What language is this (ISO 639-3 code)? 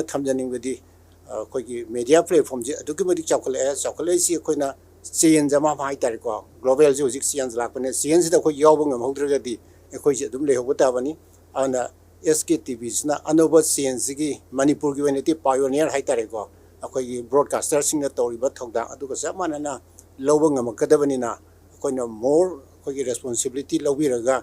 mni